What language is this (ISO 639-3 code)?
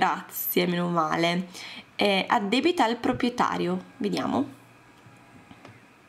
ita